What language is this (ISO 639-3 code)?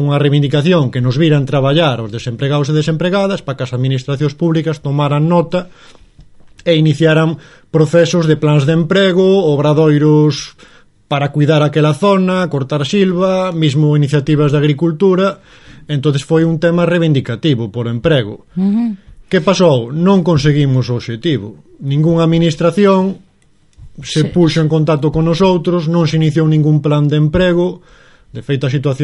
glg